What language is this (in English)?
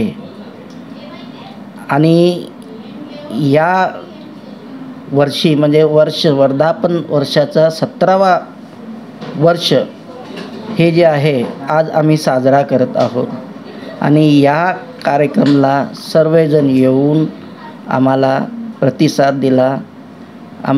Marathi